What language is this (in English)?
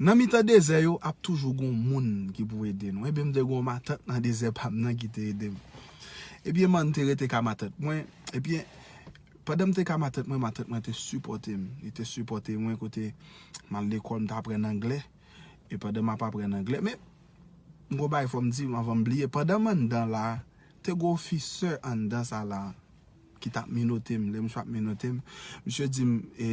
Haitian Creole